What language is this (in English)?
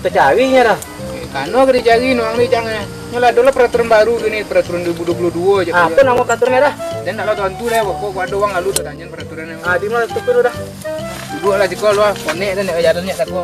Minangkabau